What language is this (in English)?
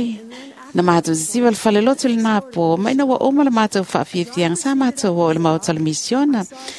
Samoan